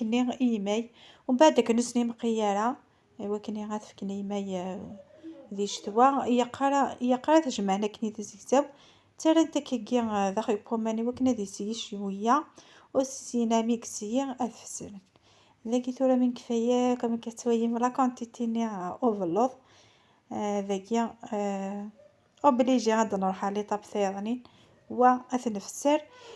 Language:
Kabyle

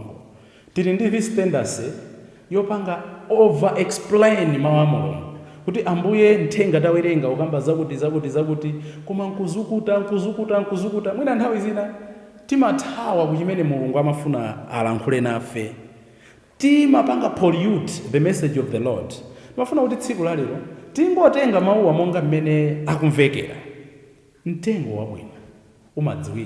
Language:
Nyanja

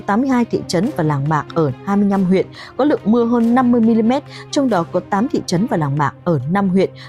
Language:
Vietnamese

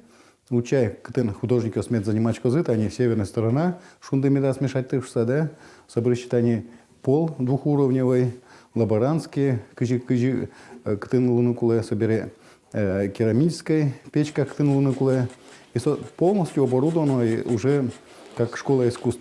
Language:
Udmurt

